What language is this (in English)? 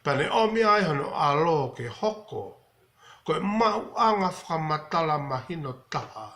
Tongan